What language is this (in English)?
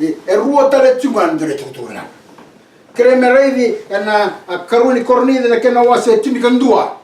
Fijian